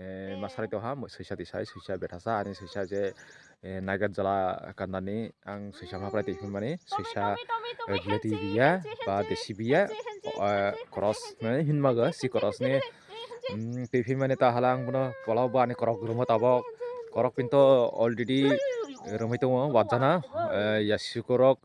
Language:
Kok Borok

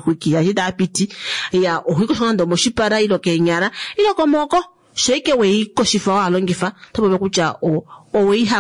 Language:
Kuanyama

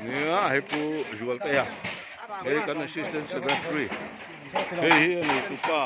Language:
Mizo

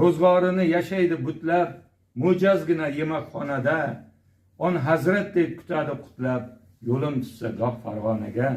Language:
Uzbek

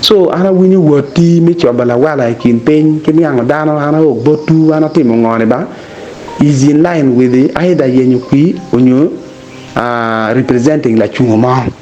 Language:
Acoli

